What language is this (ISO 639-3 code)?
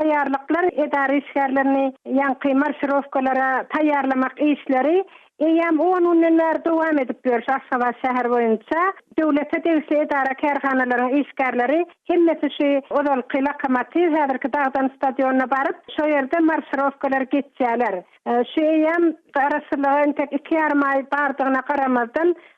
tuk